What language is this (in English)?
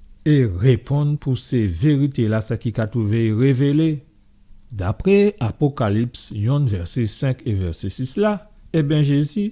Guadeloupean Creole French